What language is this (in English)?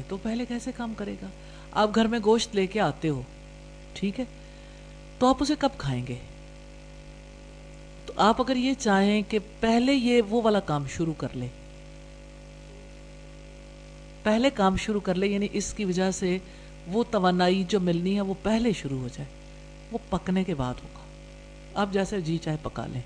Urdu